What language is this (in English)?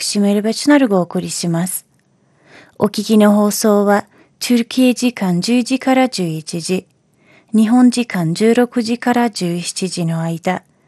Japanese